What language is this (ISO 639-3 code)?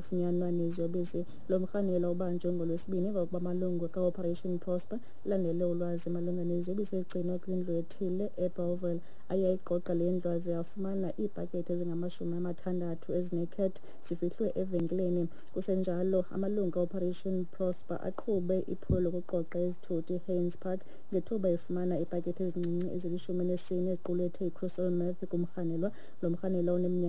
xho